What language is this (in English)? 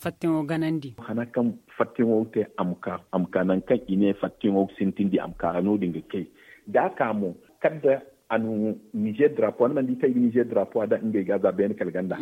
Zarma